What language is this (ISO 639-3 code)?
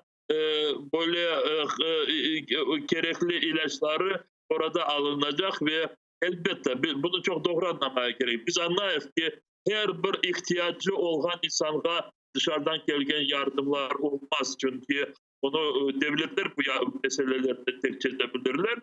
crh